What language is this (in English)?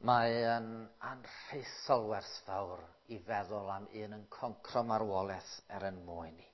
Welsh